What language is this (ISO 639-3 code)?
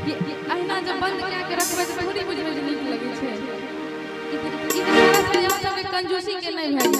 mai